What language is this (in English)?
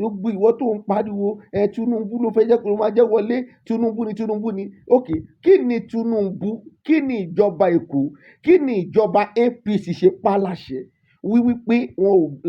Yoruba